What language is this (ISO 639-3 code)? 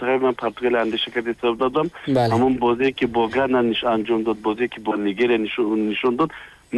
tgk